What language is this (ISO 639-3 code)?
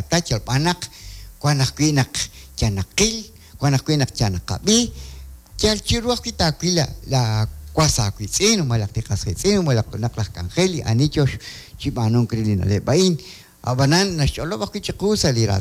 kek